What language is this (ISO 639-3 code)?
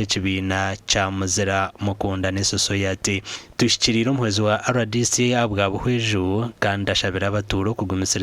nyn